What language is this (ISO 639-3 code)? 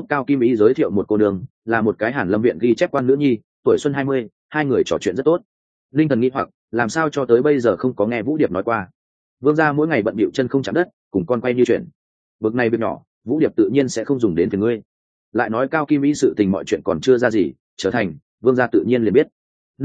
vie